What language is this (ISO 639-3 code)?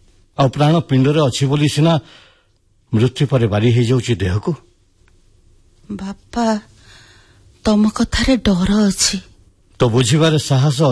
ori